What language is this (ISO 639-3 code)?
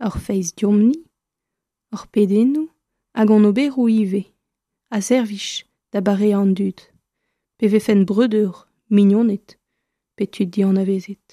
bre